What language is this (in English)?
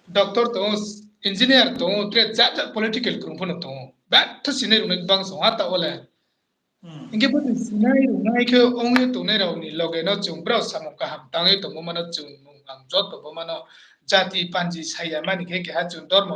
Riang (India)